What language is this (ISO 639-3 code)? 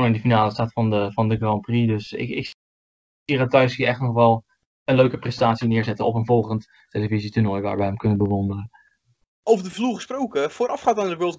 nld